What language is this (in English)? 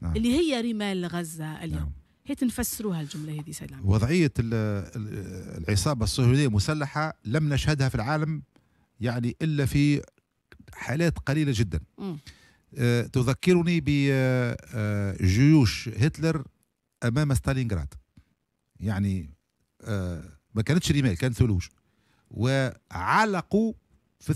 Tunisian Arabic